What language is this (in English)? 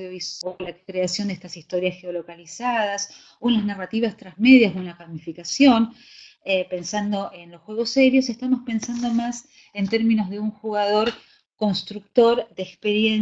Spanish